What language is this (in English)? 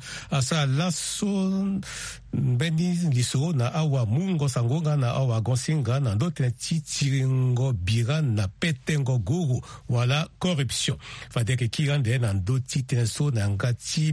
Sango